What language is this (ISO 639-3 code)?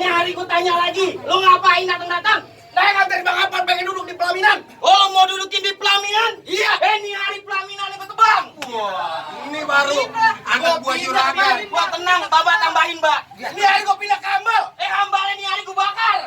bew